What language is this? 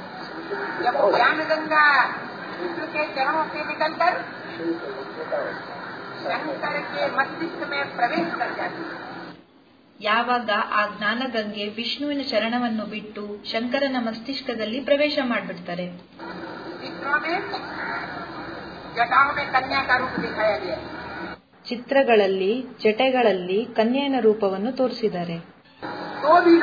Kannada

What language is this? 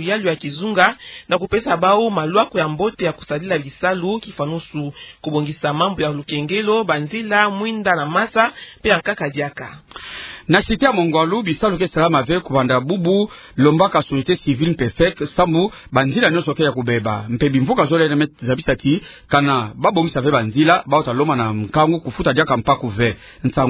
Kituba (Democratic Republic of Congo)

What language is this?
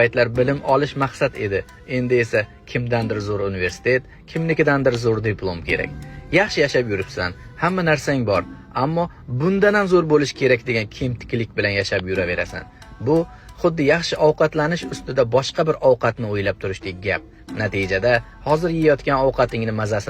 Uzbek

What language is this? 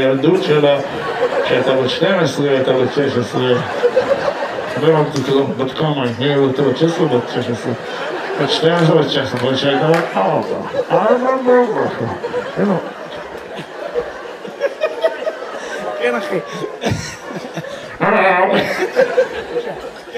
Hebrew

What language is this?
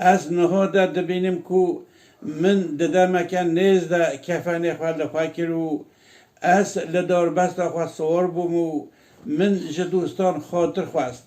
Kurdish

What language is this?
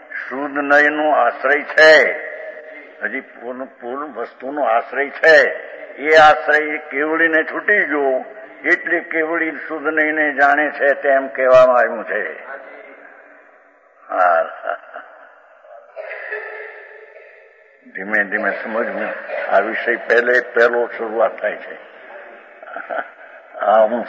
Gujarati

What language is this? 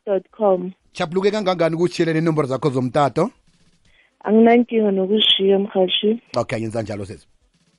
South Ndebele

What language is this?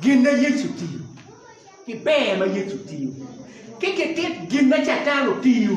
Acoli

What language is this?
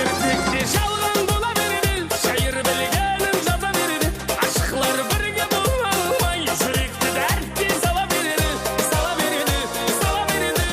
Kara-Kalpak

